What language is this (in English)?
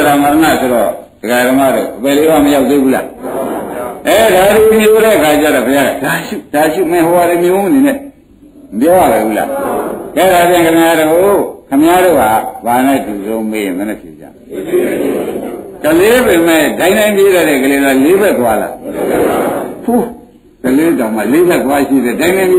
Burmese